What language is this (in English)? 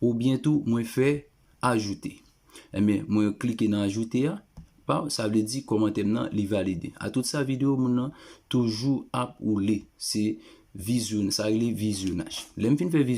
Haitian Creole